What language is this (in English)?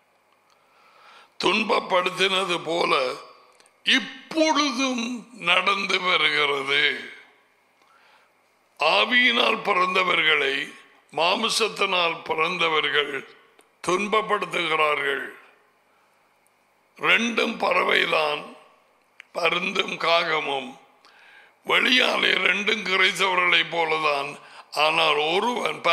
Tamil